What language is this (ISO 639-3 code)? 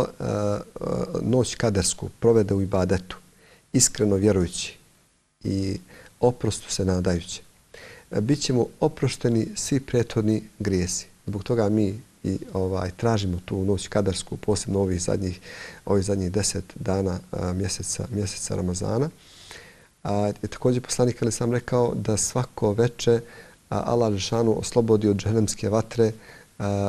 bos